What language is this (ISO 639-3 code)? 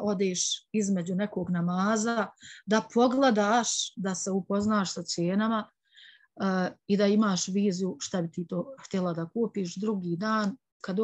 bos